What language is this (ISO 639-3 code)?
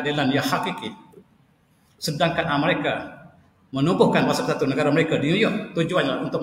msa